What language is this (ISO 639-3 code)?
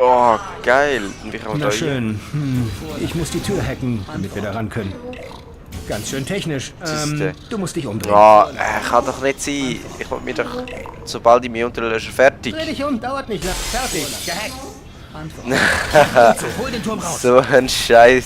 gsw